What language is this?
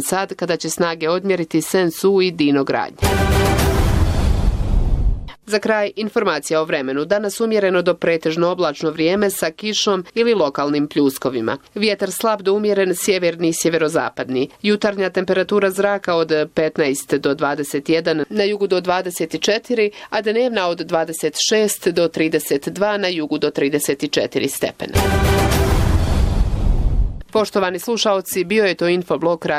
Bosnian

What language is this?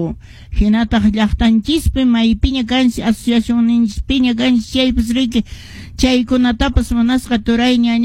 Quechua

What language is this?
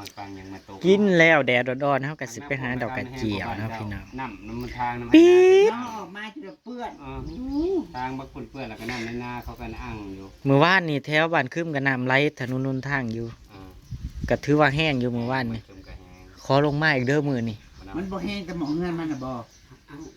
Northeastern Thai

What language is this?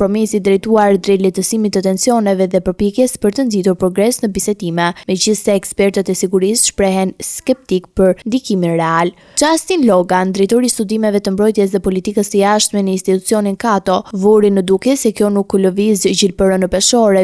Albanian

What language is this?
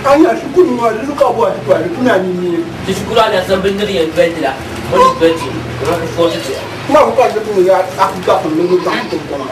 Dagbani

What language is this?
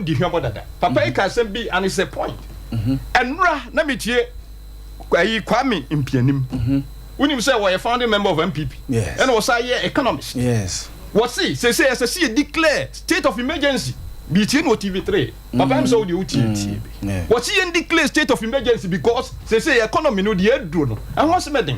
Akan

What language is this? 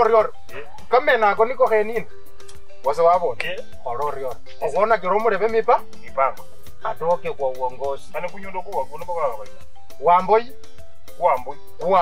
Luyia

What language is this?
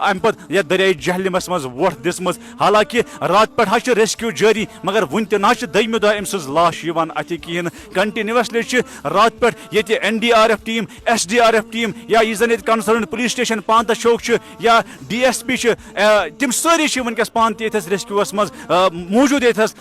Kashmiri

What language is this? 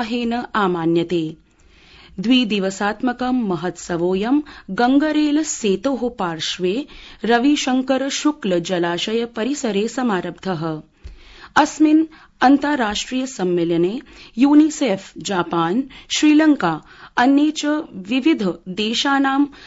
Sanskrit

